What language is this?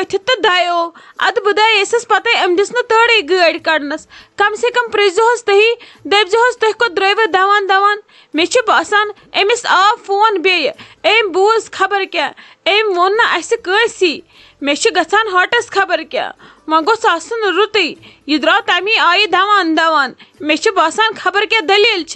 Kashmiri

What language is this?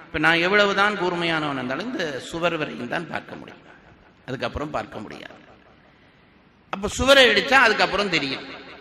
Tamil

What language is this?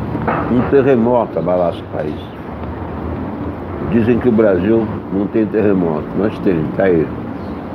Portuguese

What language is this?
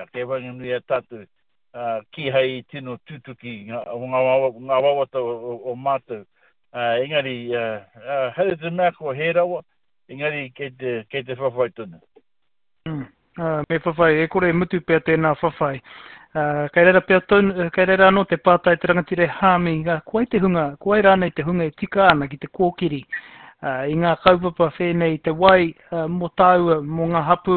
Māori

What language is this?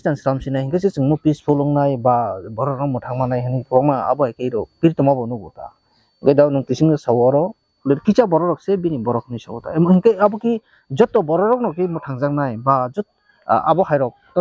Kok Borok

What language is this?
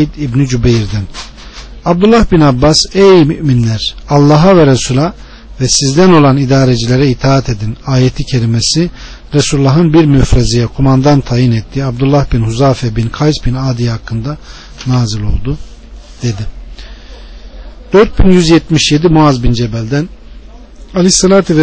Turkish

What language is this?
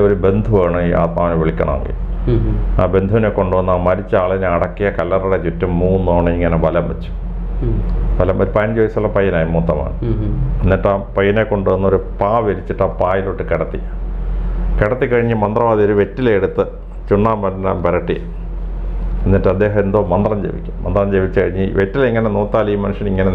Malayalam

